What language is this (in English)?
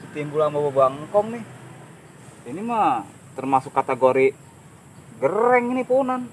Betawi